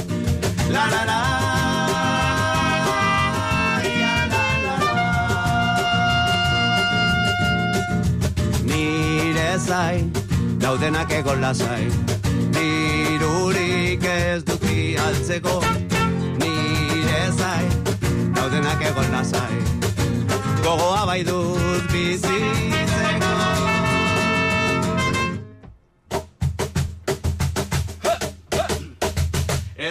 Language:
Basque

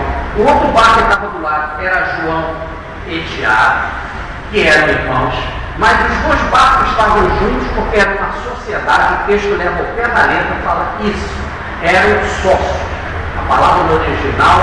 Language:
Portuguese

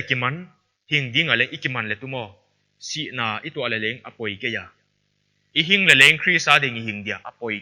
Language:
Paite Chin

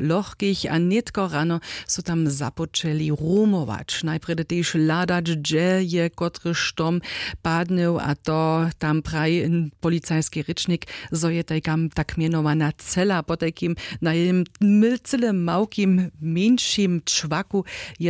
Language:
Upper Sorbian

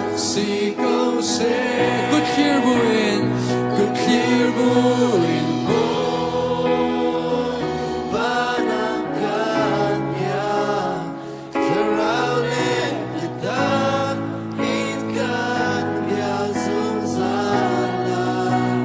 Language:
Hakha Chin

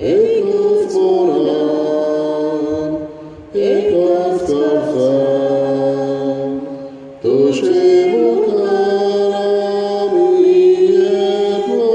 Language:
Konkani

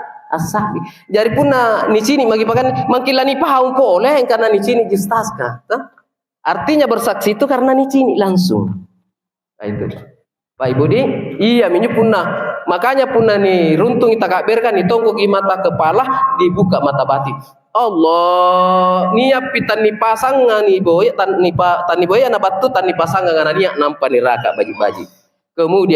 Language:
Makasar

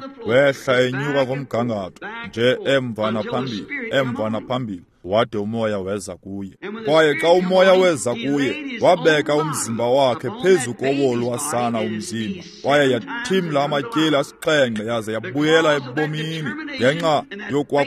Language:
Xhosa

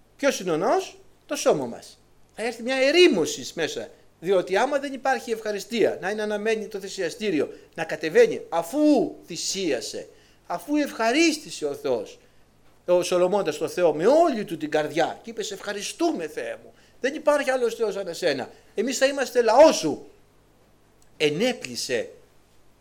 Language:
Greek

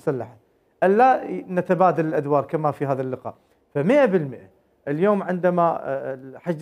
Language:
Mesopotamian Arabic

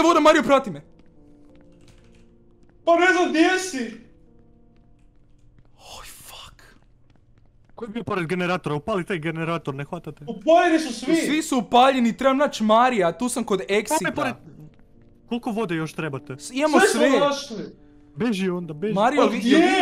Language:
Croatian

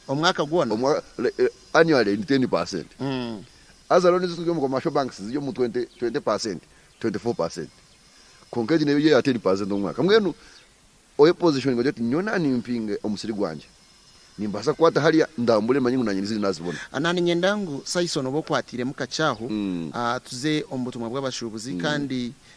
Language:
Nyankole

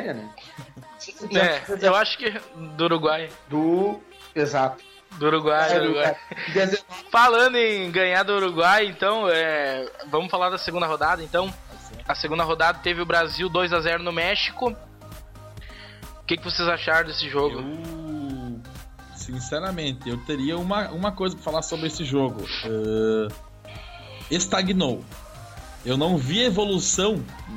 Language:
Portuguese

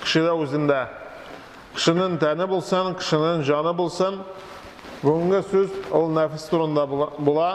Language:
Tatar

